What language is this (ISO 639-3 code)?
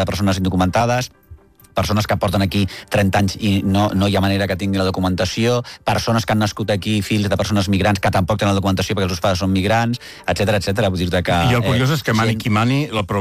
cat